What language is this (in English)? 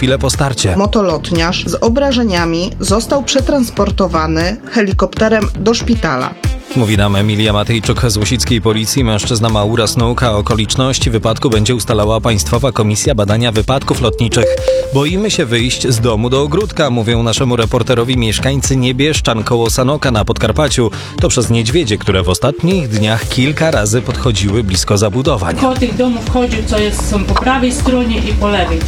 Polish